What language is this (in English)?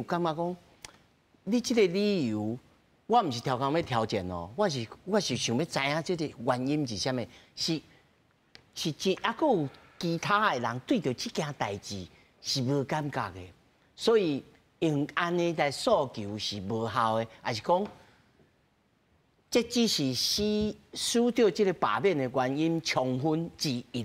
Min Nan Chinese